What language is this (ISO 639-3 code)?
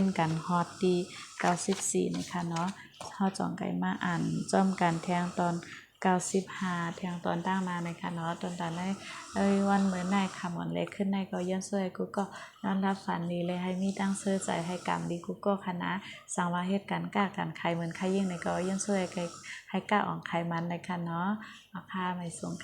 shn